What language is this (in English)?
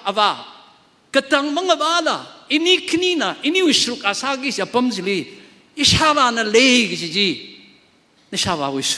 Tangkhul Naga (India)